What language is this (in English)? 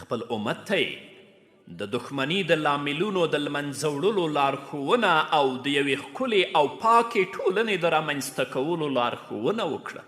Pashto